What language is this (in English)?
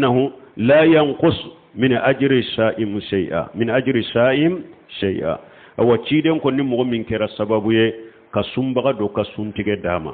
Bambara